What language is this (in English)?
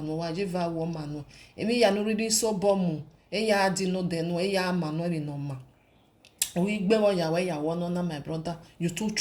Nigerian Pidgin